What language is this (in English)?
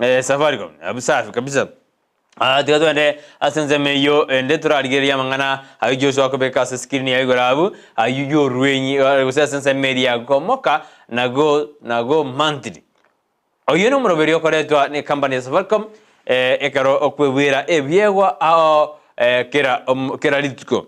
Gusii